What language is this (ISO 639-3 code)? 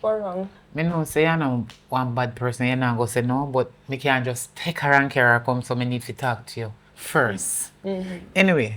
jam